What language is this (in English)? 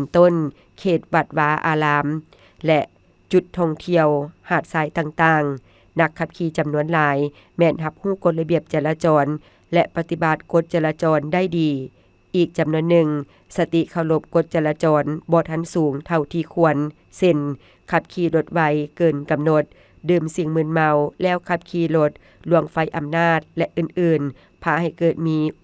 Lao